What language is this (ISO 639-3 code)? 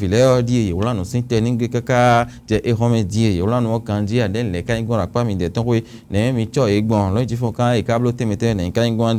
fon